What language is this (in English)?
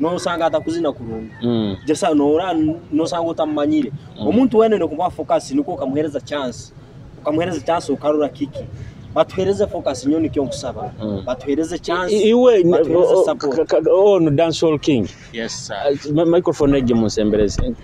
Nyoro